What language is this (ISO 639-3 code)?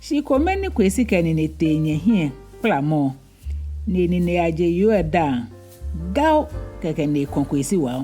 gaa